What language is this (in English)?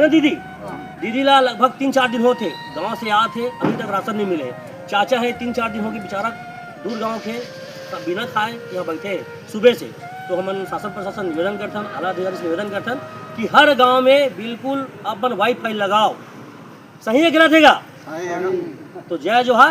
Chhattisgarhi